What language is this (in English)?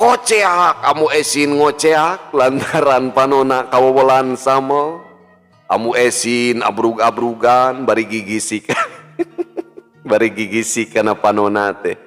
Sundanese